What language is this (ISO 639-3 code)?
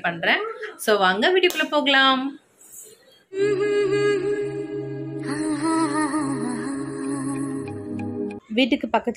tam